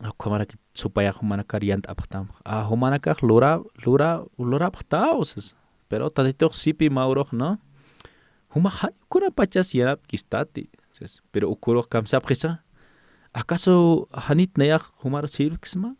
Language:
Aymara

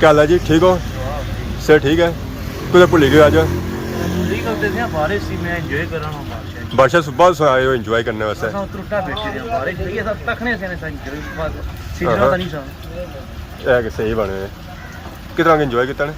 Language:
Pahari-Potwari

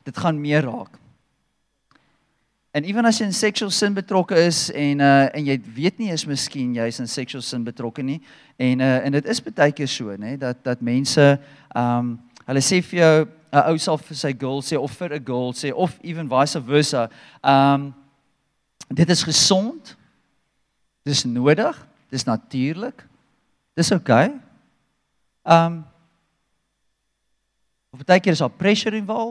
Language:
Afrikaans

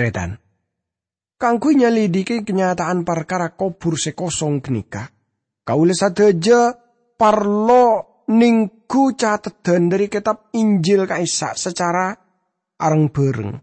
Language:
Madurese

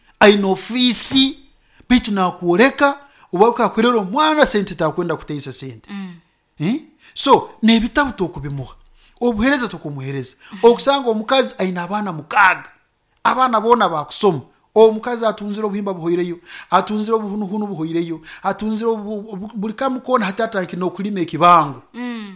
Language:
Nyoro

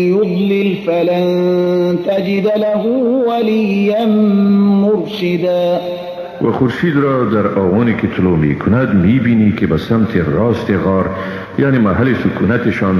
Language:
Persian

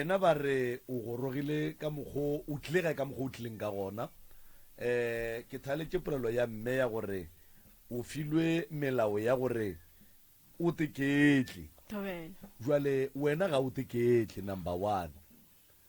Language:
Northern Sotho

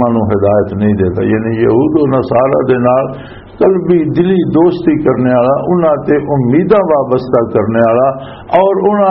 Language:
Western Panjabi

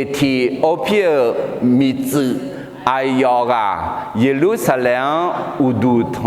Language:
Akha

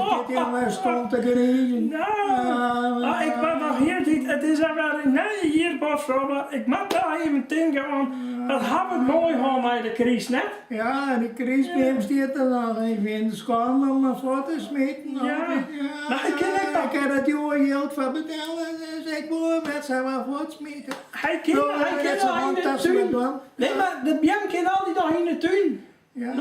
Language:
Western Frisian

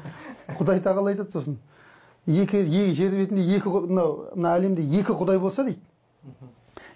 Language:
Kazakh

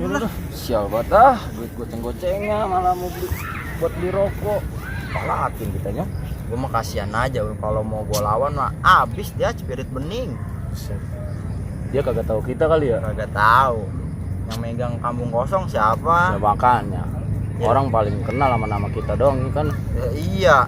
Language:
Betawi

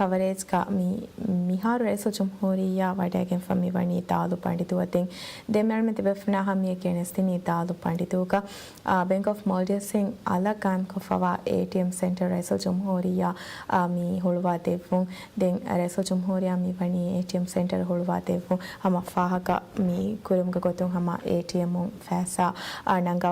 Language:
Divehi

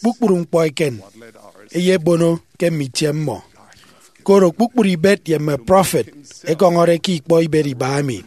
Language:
Efik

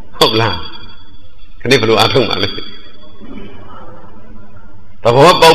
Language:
Burmese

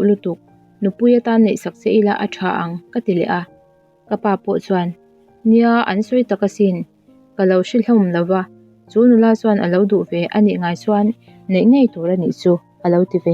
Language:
Mizo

